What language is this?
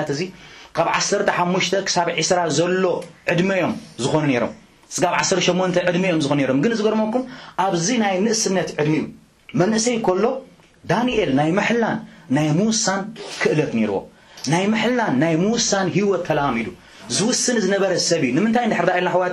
Tigrinya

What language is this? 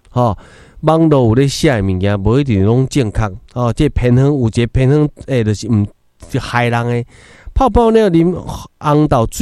Min Nan Chinese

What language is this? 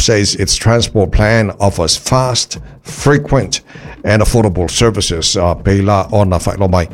Samoan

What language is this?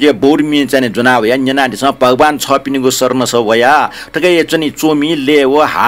Newari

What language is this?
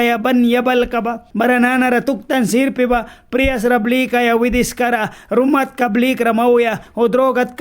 Mískito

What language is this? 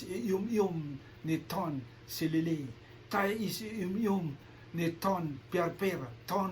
Rotuman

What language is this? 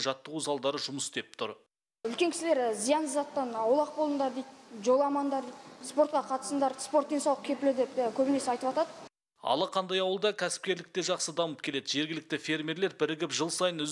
Kazakh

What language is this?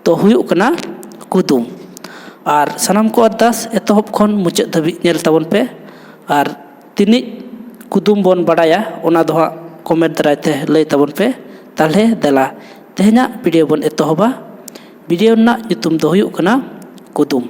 Santali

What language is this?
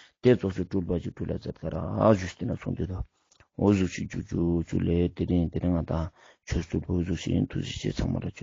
Ladakhi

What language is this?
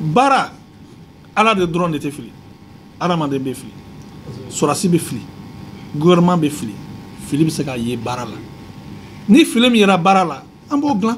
Bambara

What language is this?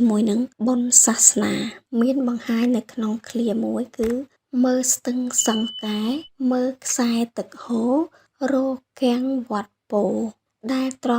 Khmer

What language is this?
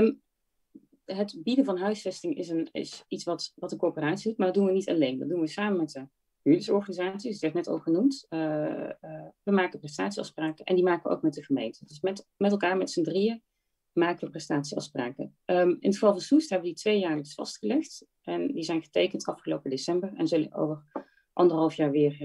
Dutch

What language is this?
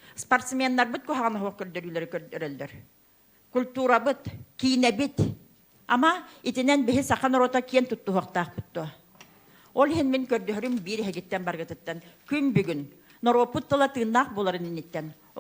Yakut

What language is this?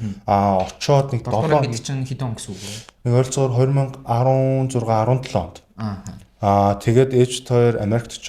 Mongolian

